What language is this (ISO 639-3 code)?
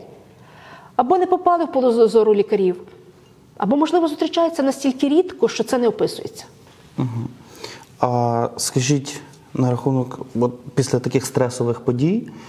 ukr